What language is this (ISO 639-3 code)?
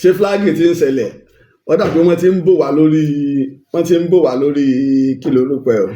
yor